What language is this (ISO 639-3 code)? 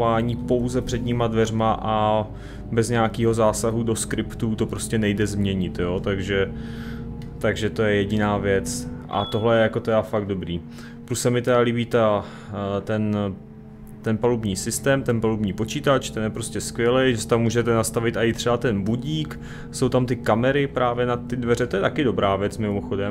ces